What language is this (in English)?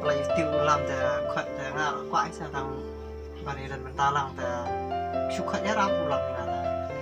Khasi